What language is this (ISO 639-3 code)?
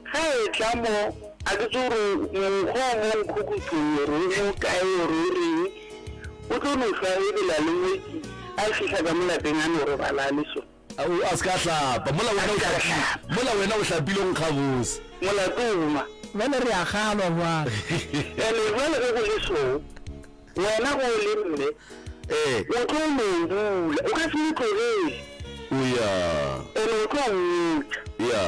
nso